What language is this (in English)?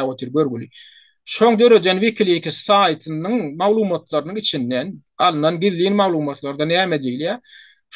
Turkmen